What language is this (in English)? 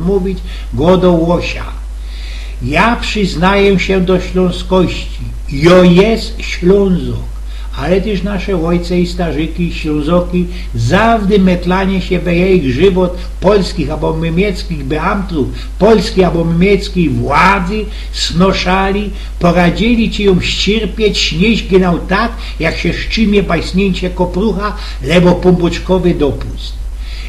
Silesian